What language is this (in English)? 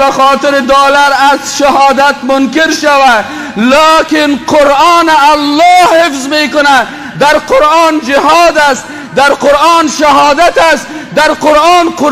Persian